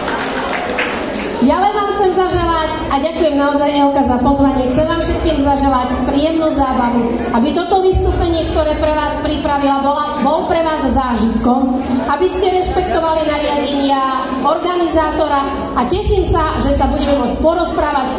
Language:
Slovak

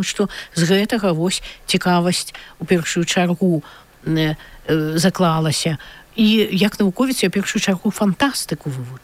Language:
Belarusian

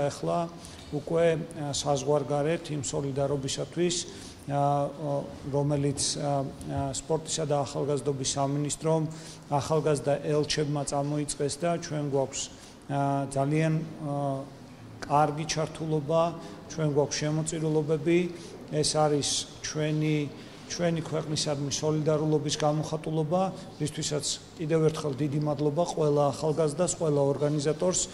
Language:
Georgian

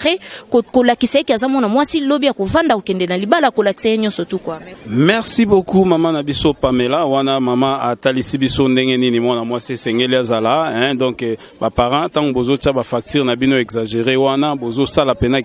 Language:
Lingala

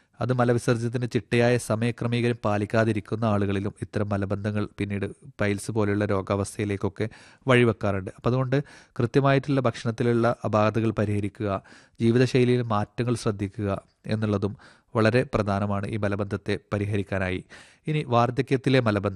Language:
Malayalam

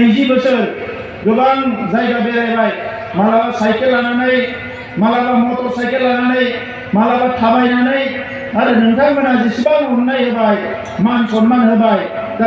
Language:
Bodo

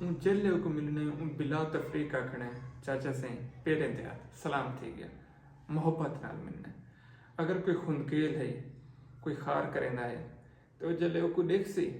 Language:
Saraiki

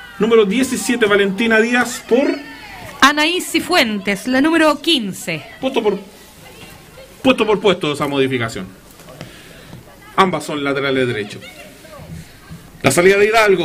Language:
Spanish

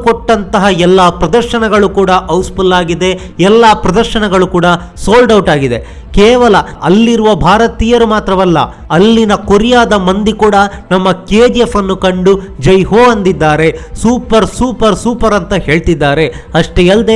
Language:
Kannada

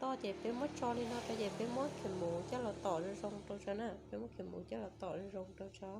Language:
Hmong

